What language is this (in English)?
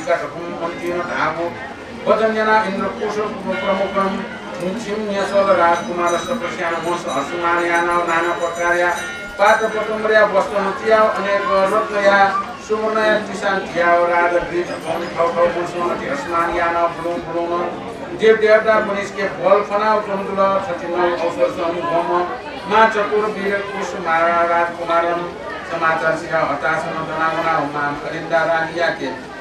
Newari